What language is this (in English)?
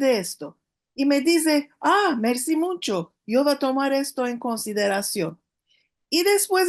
Ladino